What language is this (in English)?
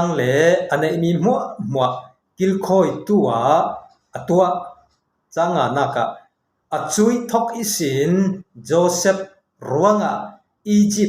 Falam Chin